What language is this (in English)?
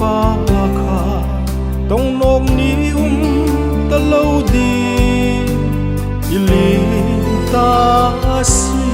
Hmar